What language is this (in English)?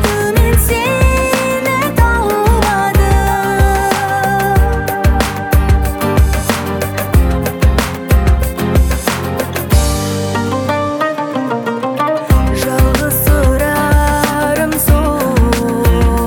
Kazakh